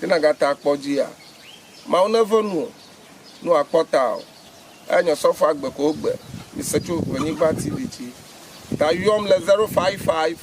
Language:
Ewe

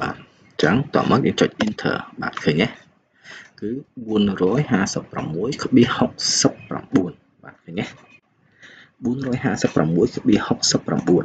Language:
Khmer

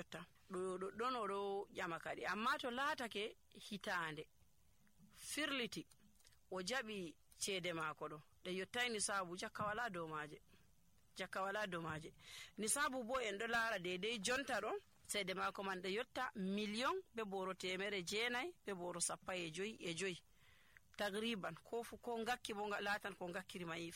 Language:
Fula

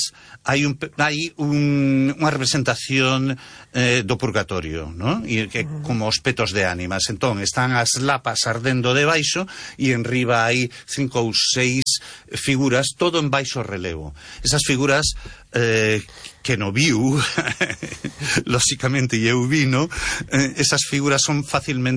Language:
Galician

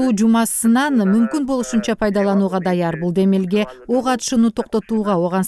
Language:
Kyrgyz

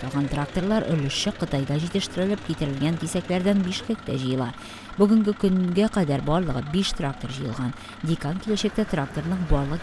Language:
Tatar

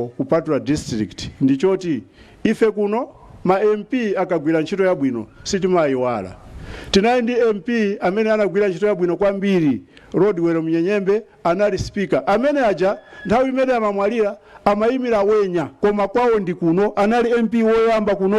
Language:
Nyanja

